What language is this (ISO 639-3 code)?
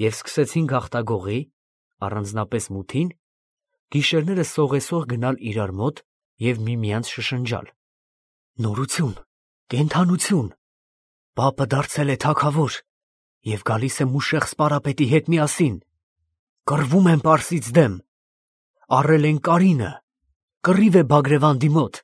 hye